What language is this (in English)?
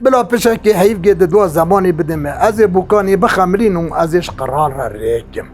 Kurdish